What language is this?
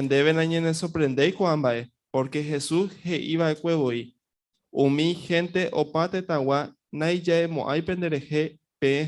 Guarani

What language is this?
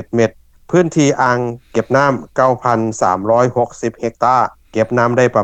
Lao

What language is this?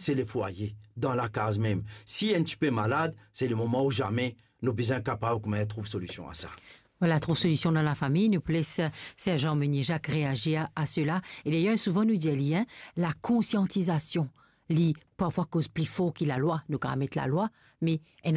Morisyen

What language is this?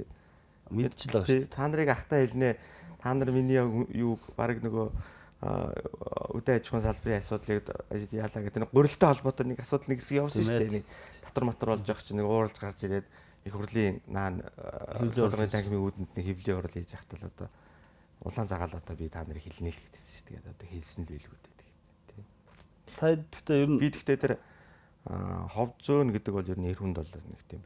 Mongolian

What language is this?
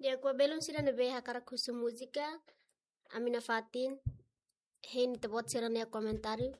Tetum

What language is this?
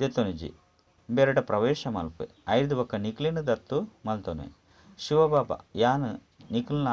Tulu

